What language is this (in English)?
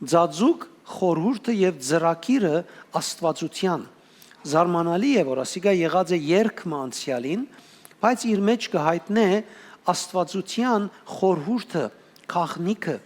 Western Armenian